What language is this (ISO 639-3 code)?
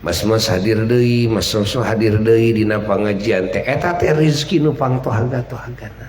sun